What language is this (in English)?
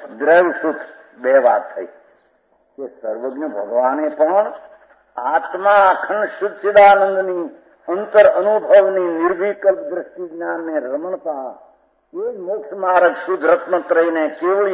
Gujarati